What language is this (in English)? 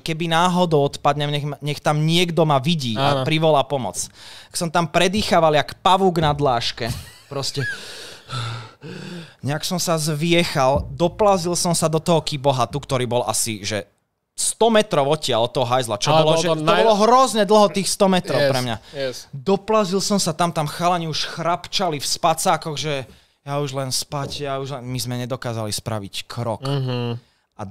Slovak